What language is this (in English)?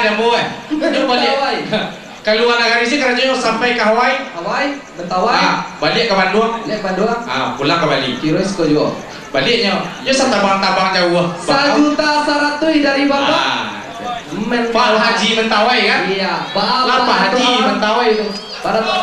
Minangkabau